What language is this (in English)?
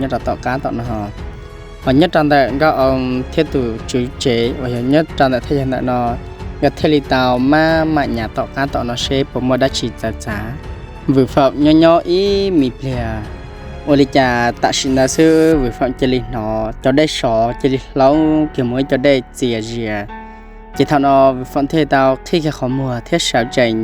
Hmong